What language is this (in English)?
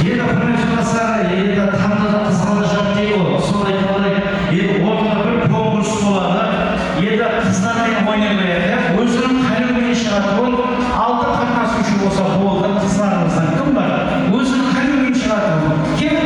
Kara-Kalpak